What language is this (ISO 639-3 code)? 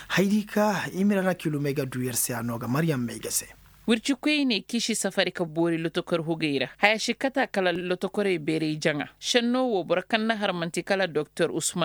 ses